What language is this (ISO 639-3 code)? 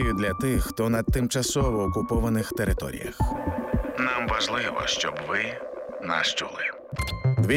ukr